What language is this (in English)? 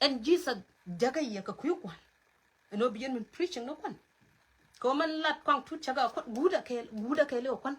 Nuer